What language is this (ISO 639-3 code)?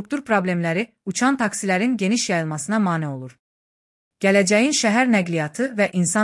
aze